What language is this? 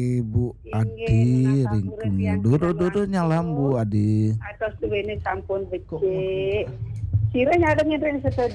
Balinese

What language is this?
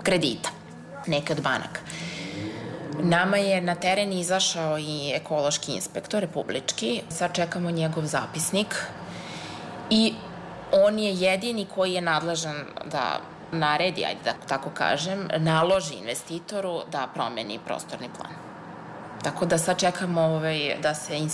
Serbian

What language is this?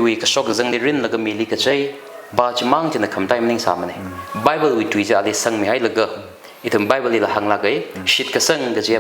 Tangkhul Naga (India)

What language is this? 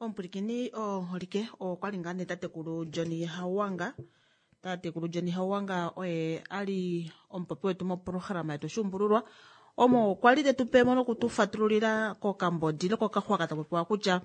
Kuanyama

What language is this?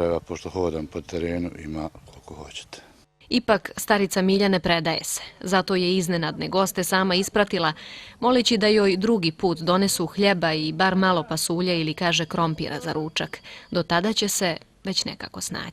Bosnian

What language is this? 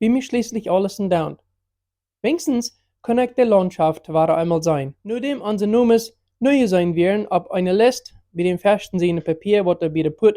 Plautdietsch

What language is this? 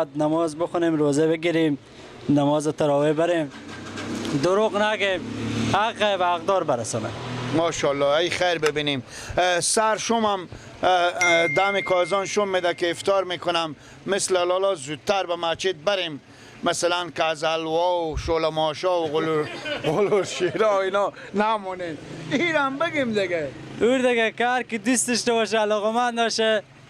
Persian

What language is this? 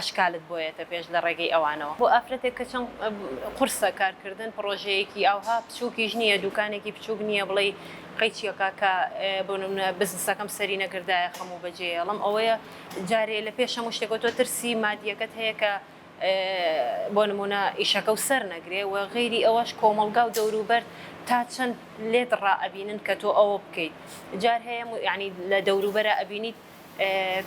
Central Kurdish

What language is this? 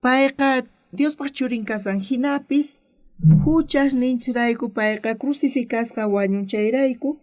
South Bolivian Quechua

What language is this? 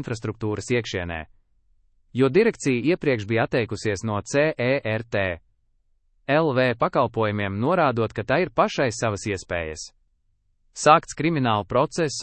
Latvian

